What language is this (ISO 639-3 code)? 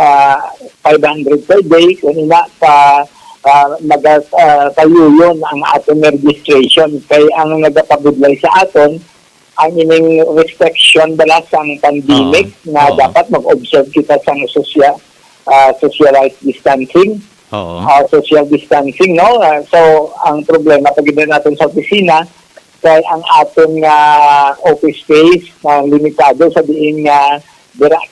hil